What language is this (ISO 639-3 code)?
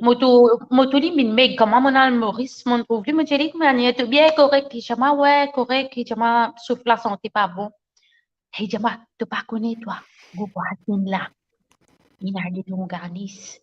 mfe